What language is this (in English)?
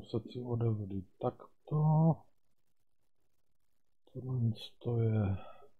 Czech